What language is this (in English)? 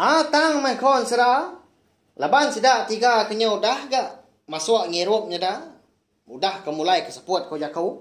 Iban